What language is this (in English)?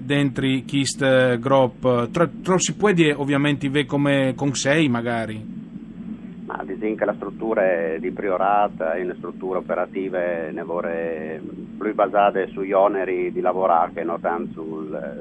Friulian